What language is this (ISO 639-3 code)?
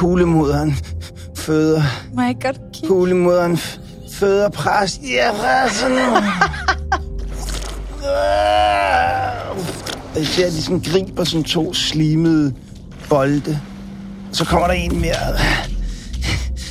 dan